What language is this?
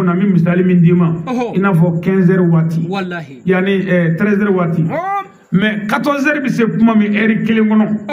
Bambara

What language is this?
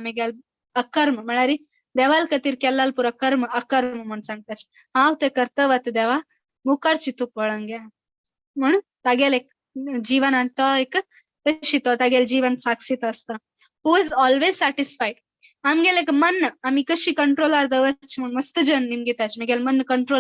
Konkani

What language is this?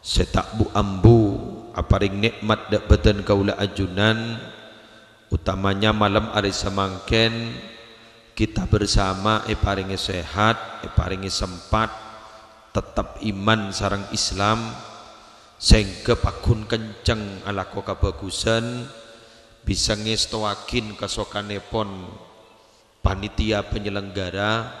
Madurese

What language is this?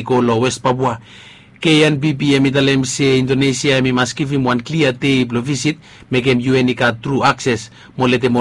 Bislama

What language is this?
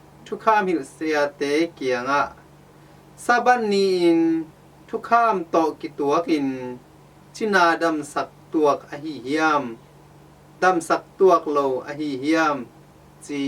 Tedim Chin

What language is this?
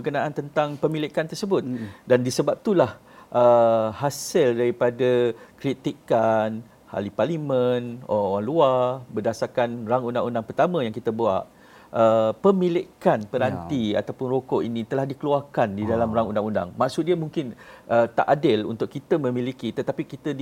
Malay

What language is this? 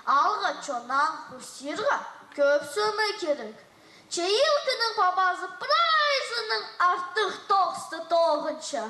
Khakas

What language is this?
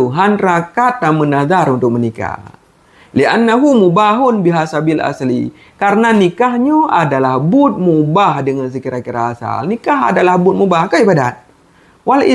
Achinese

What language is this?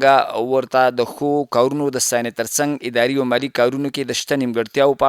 Pashto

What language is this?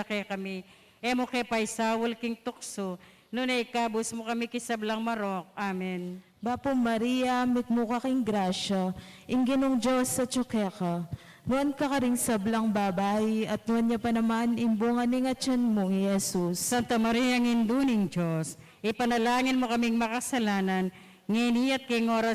Pampanga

